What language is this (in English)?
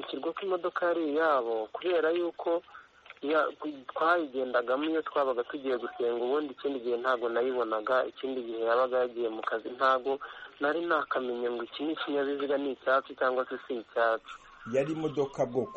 Kinyarwanda